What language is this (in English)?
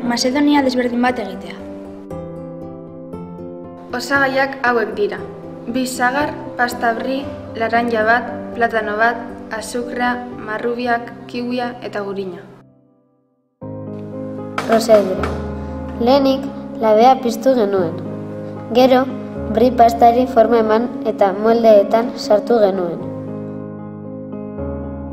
Basque